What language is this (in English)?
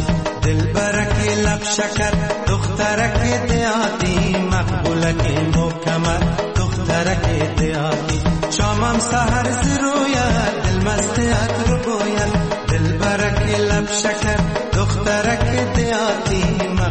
Persian